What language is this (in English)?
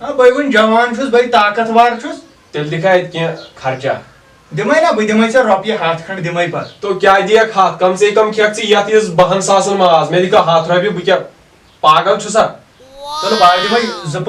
Kashmiri